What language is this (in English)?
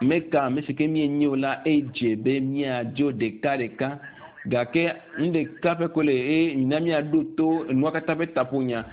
Ewe